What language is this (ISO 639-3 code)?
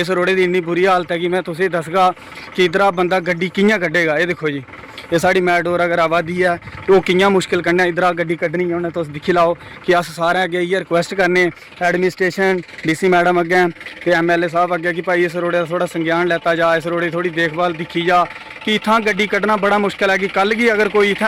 doi